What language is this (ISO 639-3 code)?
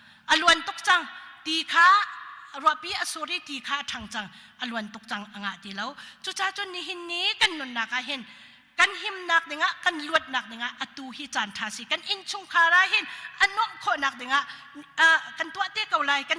cnh